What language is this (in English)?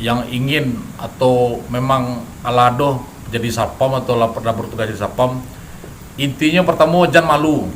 Minangkabau